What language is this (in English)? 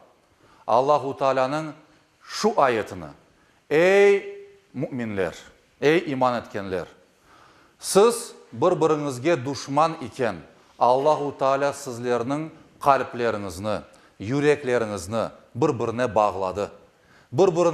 Crimean Tatar